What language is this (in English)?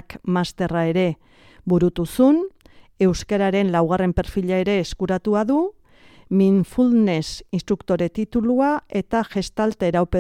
Basque